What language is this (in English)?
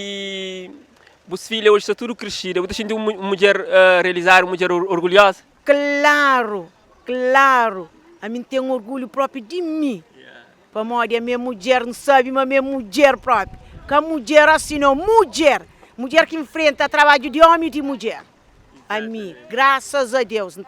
Kabuverdianu